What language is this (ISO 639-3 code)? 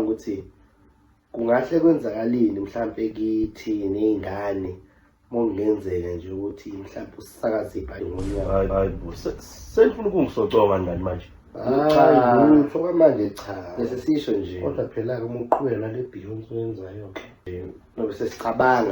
zul